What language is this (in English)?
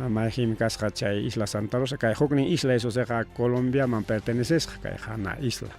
Ayacucho Quechua